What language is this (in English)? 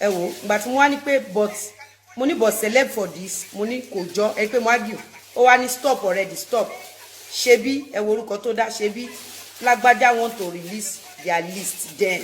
Yoruba